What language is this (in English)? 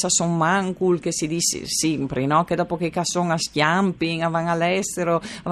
Friulian